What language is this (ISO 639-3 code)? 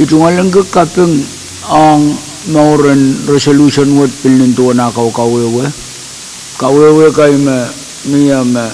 pon